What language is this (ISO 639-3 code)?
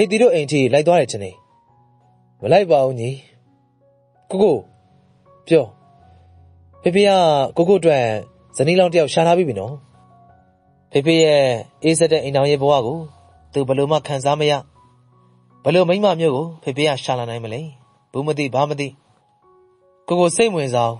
mya